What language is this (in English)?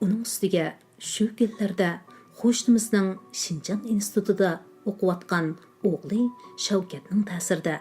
Uyghur